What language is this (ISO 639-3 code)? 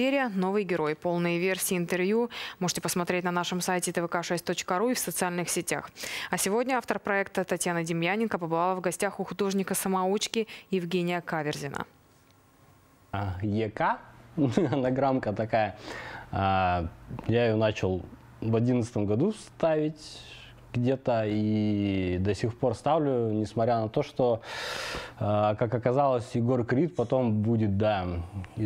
rus